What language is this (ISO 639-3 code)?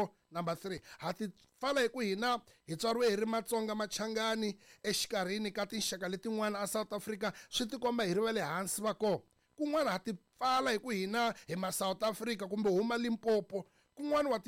tso